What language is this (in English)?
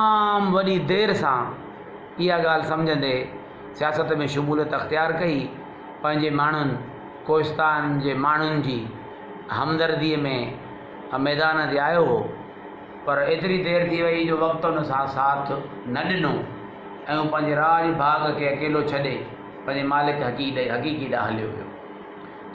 Sindhi